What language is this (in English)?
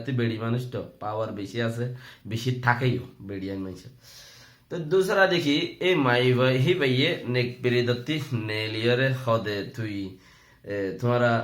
Rohingya